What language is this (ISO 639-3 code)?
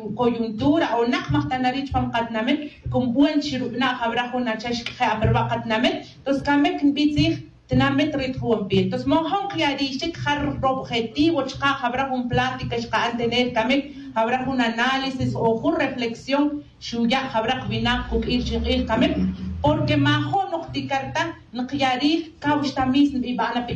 tzj